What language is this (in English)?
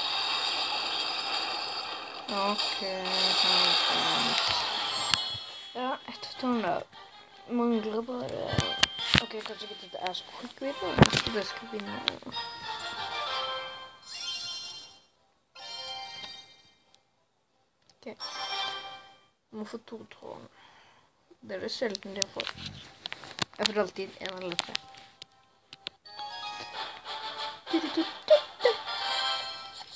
Norwegian